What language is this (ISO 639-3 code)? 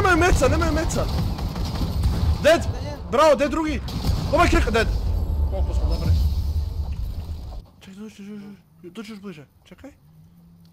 hrv